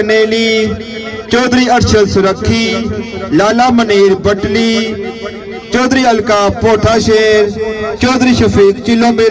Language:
Pahari-Potwari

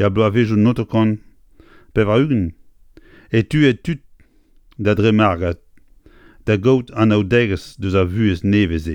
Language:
Breton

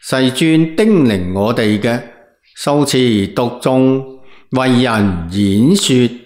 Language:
Cantonese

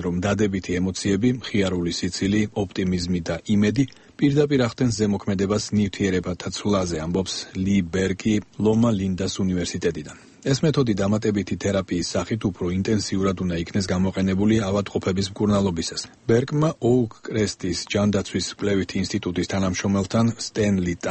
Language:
Georgian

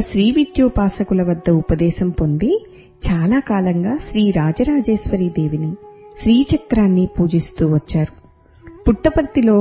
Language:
Telugu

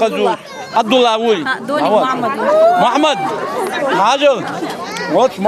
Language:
Chechen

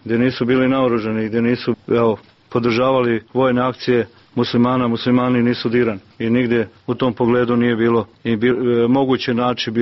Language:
Serbian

